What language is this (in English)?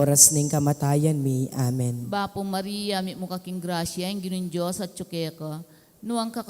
Pampanga